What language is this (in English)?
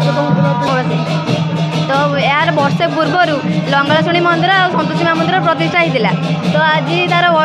Odia